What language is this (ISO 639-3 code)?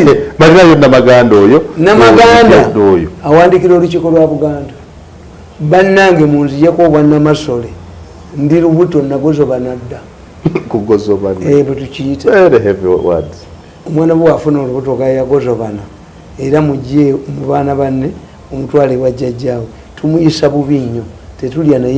lug